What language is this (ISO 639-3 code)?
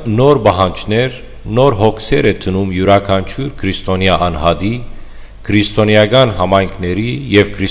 hyw